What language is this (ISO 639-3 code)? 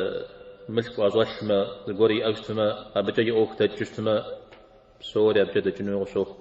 kbd